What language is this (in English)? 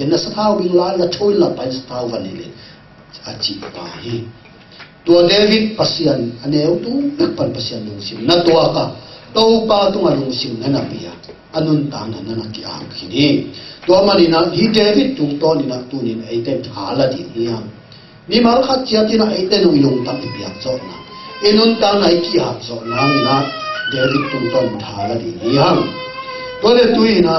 Tedim Chin